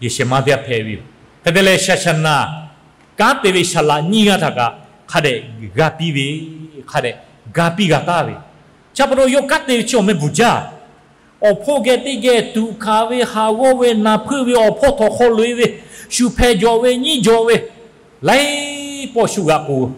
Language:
Lahu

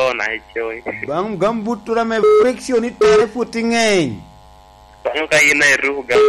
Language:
Lango (Uganda)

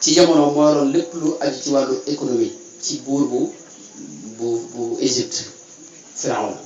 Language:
Wolof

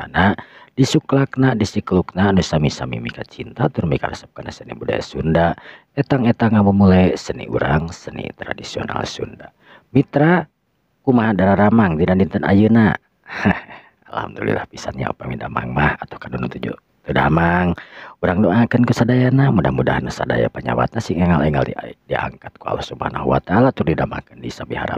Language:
Sundanese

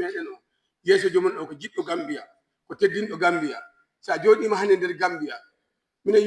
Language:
Fula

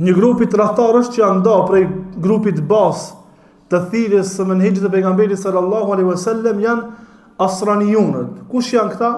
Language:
Albanian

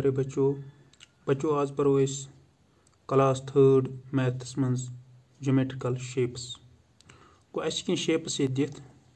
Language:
Kashmiri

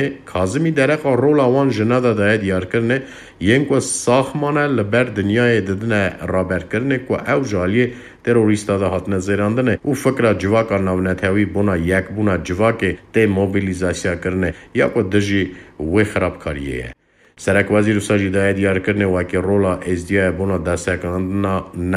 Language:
Kurdish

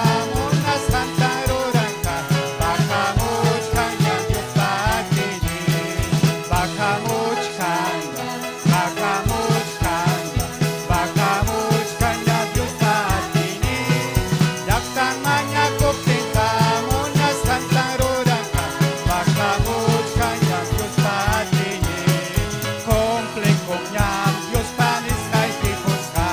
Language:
Ayacucho Quechua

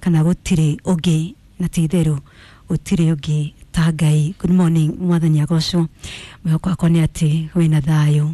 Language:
Kikuyu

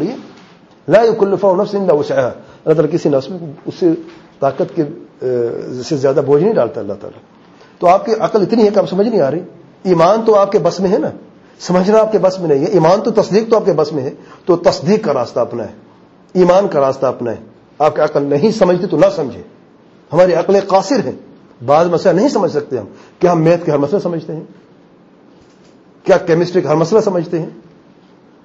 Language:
Urdu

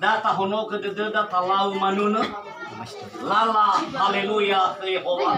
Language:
Nias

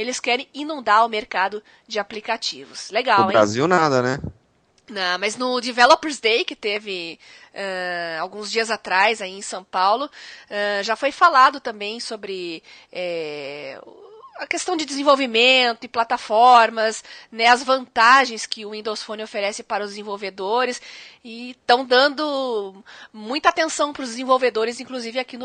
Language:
Portuguese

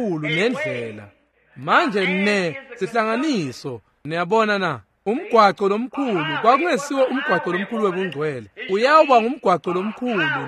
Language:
Swati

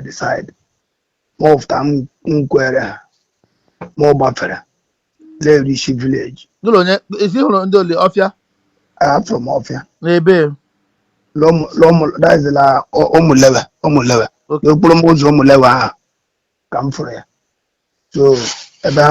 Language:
Igbo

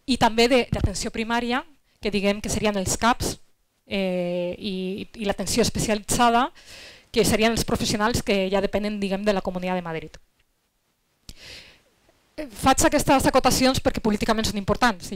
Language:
Catalan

